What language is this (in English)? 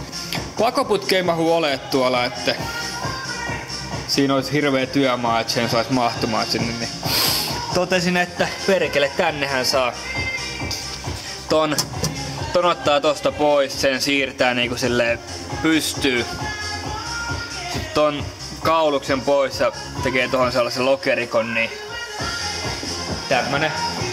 Finnish